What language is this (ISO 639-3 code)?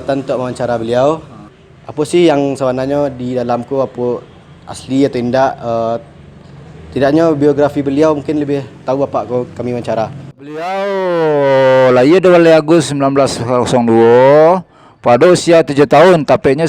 min